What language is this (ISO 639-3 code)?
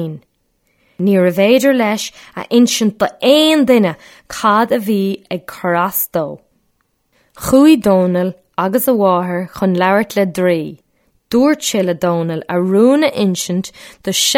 gle